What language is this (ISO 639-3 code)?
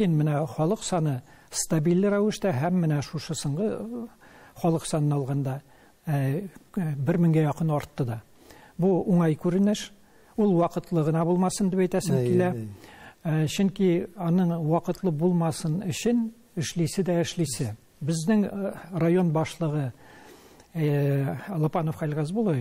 tat